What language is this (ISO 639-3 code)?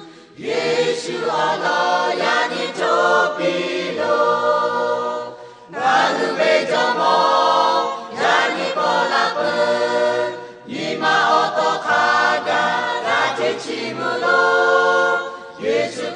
lhu